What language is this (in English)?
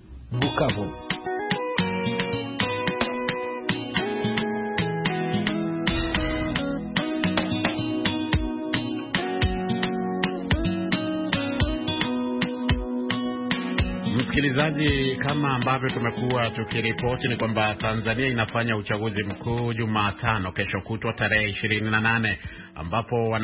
Swahili